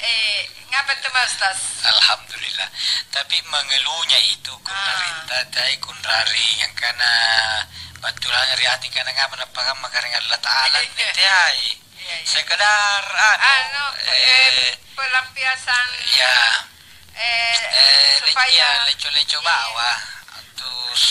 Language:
Makasar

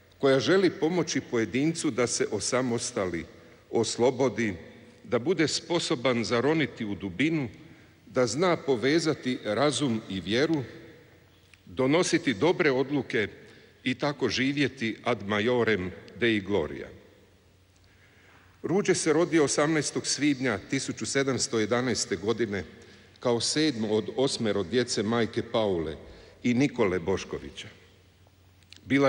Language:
Croatian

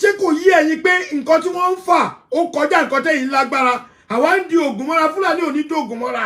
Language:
Yoruba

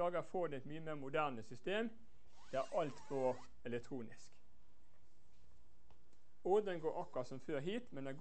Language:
Norwegian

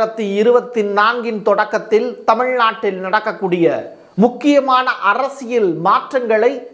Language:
Tamil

